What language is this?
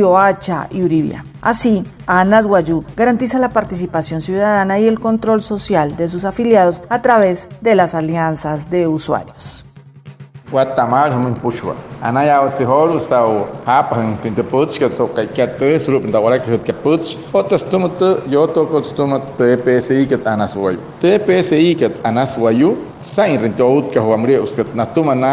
Wayuu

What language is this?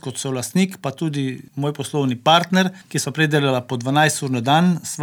Slovenian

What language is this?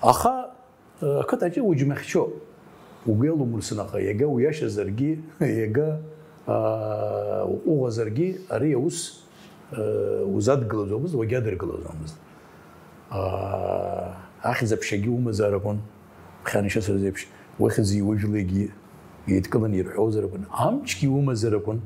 Abkhazian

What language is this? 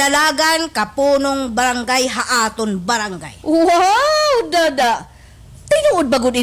Waray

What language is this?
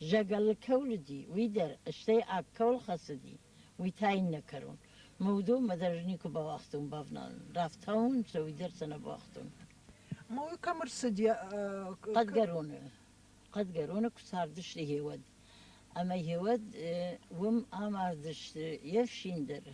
Ossetic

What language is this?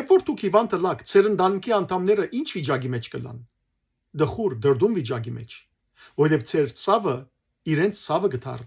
Western Armenian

